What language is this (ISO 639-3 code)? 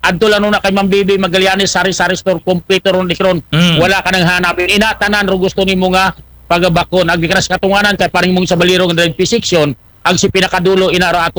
akl